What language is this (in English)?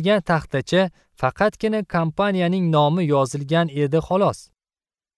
Uzbek